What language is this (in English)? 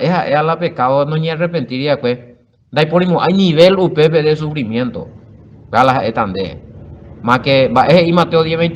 Guarani